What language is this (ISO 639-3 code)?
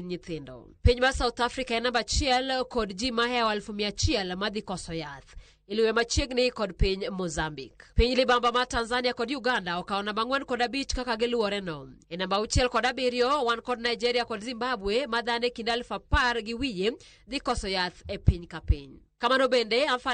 luo